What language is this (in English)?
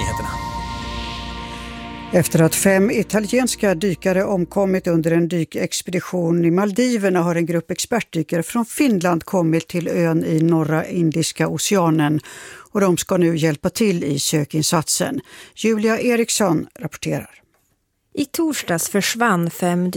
Swedish